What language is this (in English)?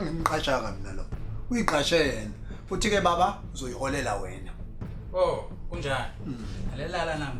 Zulu